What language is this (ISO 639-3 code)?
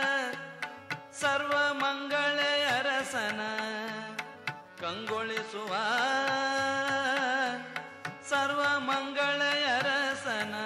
kan